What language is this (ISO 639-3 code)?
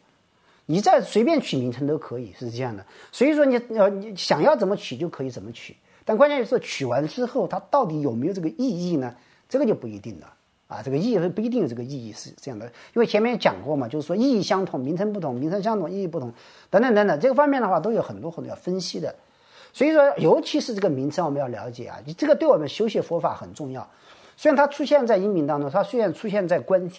zho